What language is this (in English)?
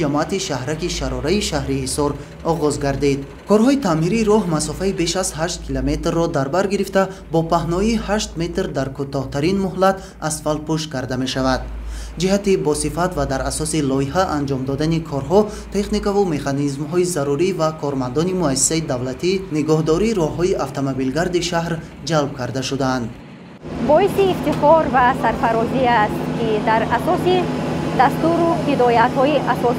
Tajik